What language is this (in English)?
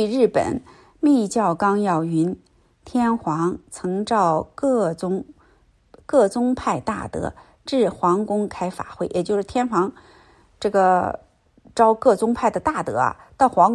Chinese